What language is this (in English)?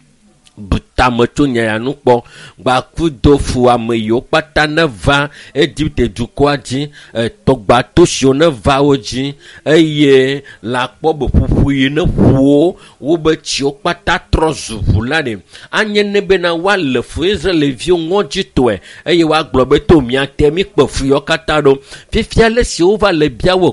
Ewe